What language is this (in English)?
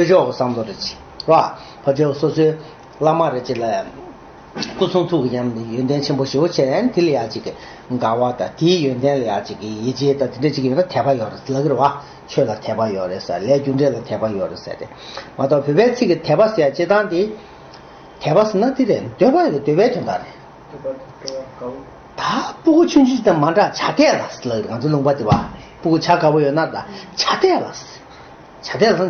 Tibetan